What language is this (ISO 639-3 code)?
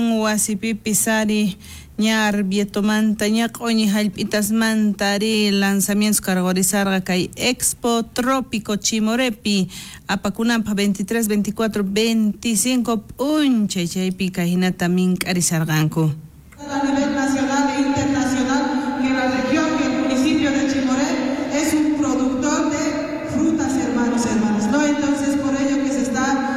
quh